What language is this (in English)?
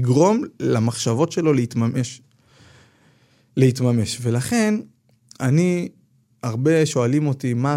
Hebrew